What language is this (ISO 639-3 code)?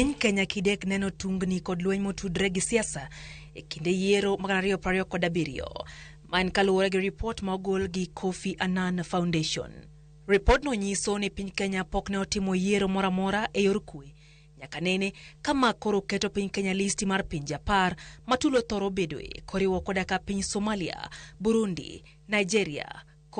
luo